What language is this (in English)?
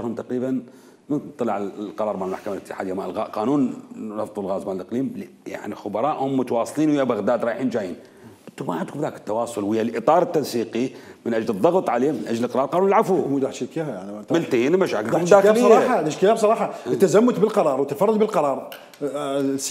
Mesopotamian Arabic